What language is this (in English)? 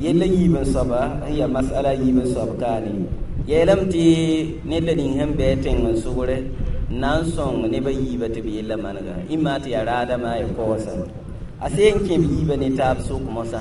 Mossi